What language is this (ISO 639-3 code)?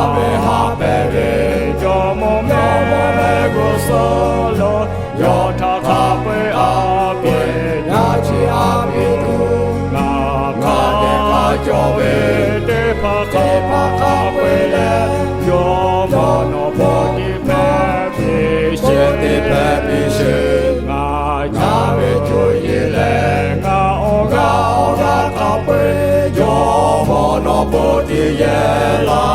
lhu